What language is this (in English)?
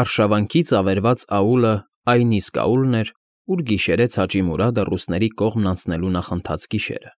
Armenian